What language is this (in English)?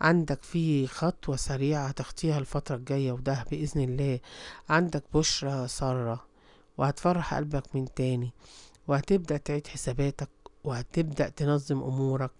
Egyptian Arabic